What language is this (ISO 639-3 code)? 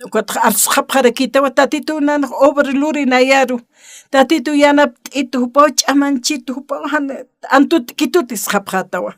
aym